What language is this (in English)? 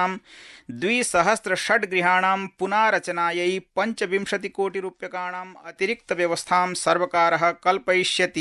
Sanskrit